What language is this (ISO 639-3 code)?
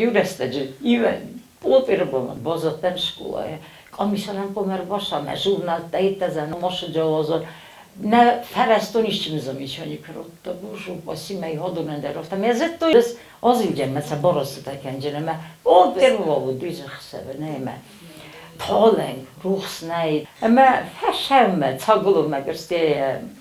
oss